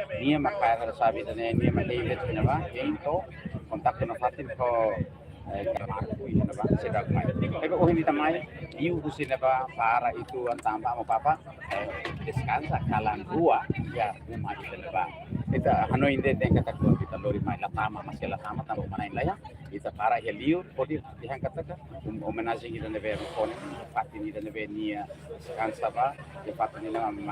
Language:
Tetum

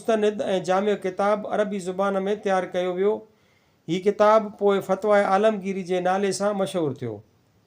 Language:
Sindhi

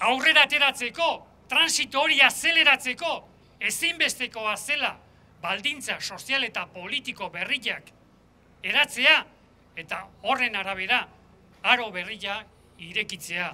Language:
Basque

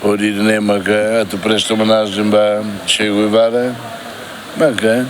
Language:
Tetum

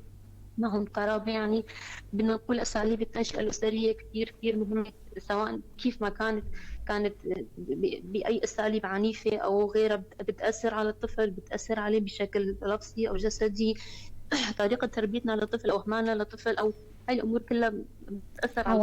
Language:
North Levantine Arabic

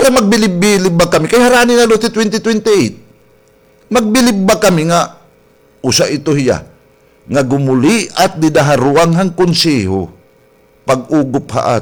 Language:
Waray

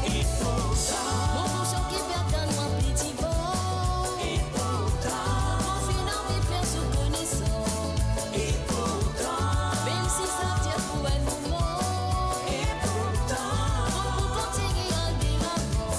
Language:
Morisyen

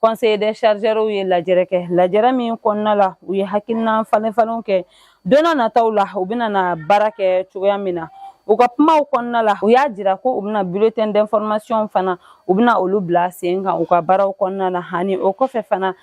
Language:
Bambara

